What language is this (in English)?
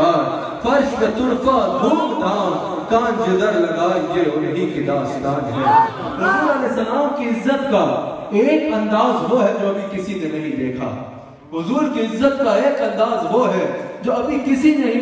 Urdu